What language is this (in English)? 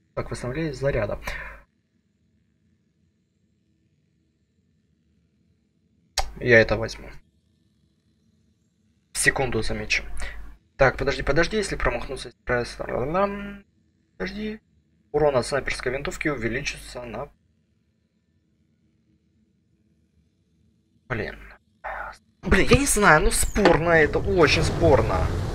Russian